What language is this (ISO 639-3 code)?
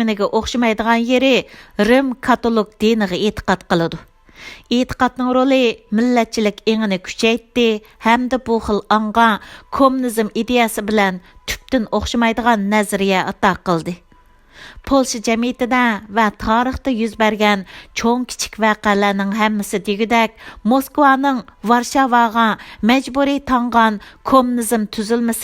uig